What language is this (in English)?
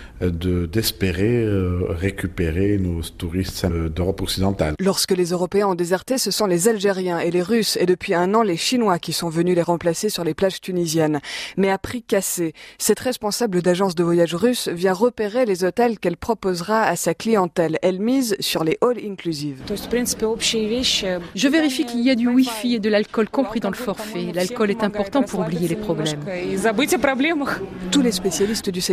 French